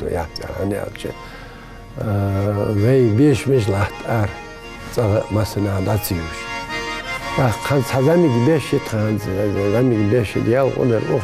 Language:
Ingush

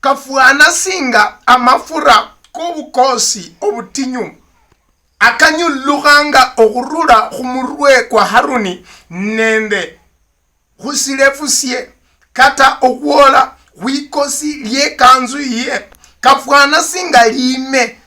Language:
Luyia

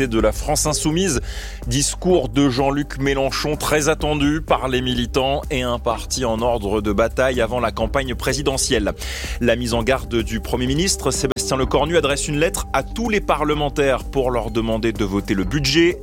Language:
French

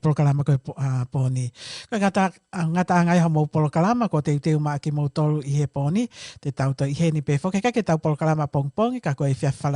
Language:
Tongan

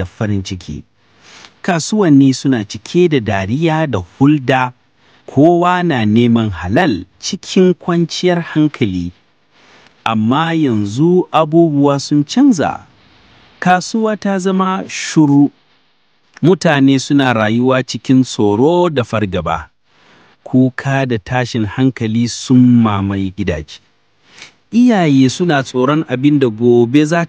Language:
Hausa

